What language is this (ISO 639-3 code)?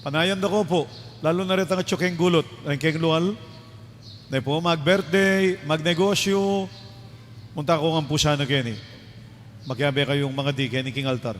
pam